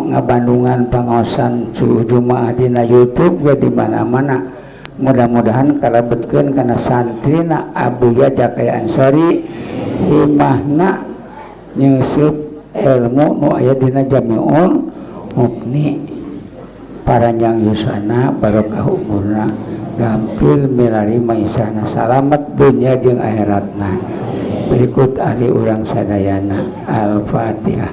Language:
Sundanese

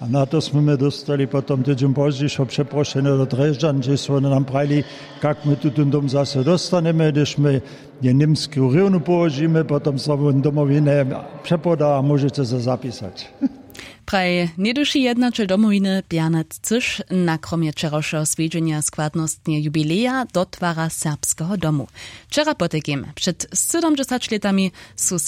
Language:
Upper Sorbian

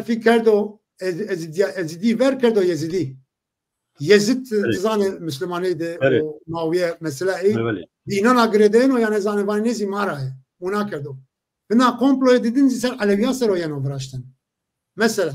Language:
Zaza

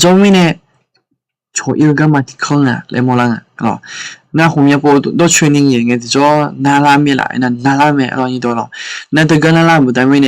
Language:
Akha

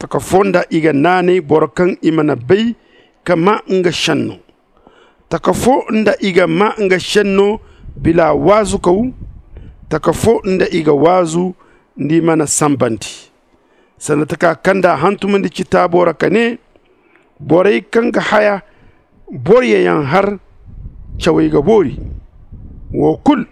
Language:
Zarma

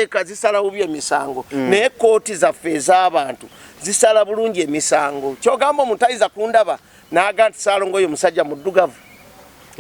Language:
Ganda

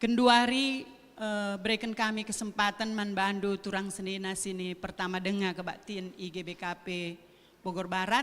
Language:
Batak Karo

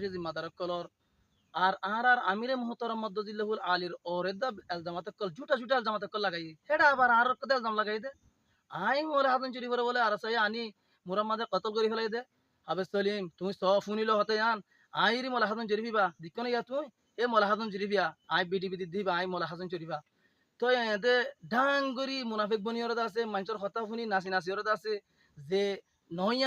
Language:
Rohingya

